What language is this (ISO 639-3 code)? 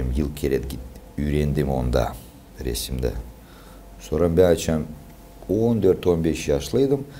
gag